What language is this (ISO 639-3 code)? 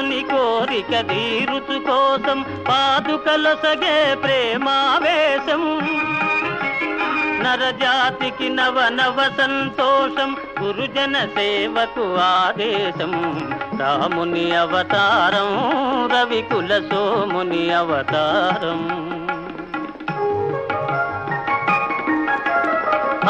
tel